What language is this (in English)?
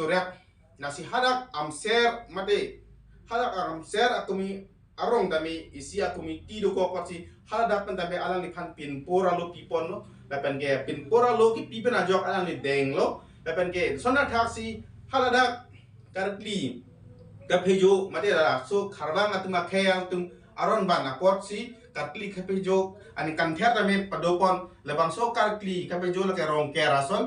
Karbi